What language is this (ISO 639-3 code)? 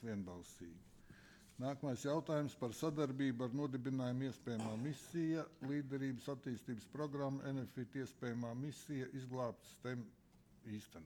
lav